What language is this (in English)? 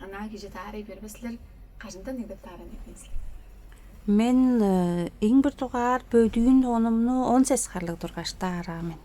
Tuvinian